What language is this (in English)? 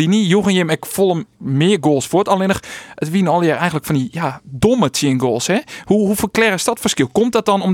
Western Frisian